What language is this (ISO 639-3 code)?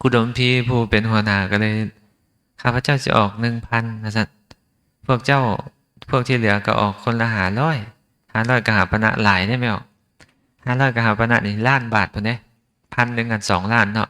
lao